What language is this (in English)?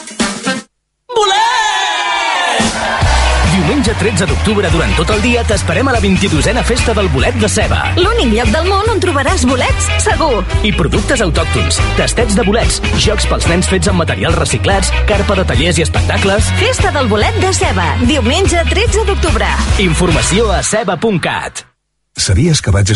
Catalan